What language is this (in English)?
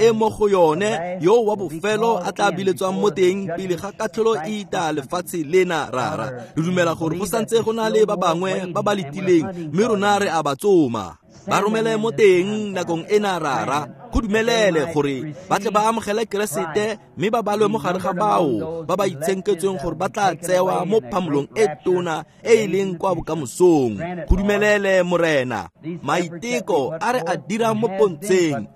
Tswana